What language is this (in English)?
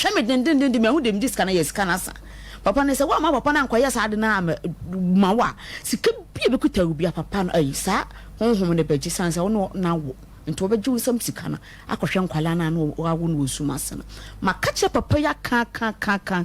Akan